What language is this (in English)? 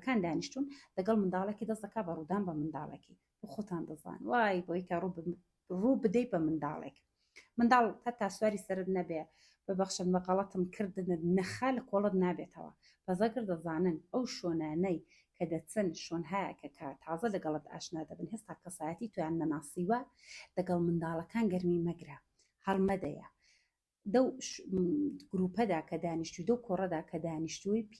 Central Kurdish